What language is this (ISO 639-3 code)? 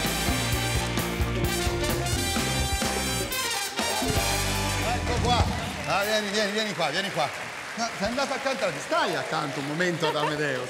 ita